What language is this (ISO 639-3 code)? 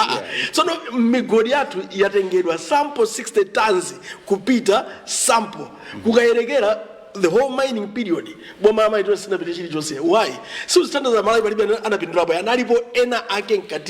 nya